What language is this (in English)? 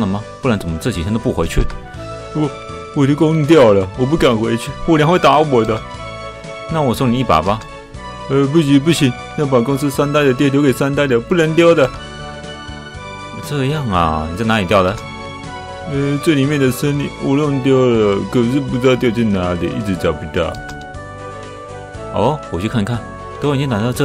Chinese